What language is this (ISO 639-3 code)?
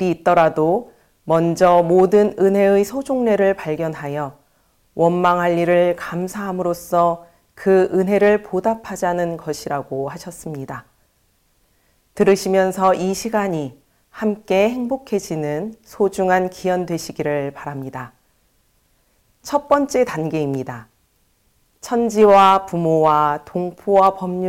kor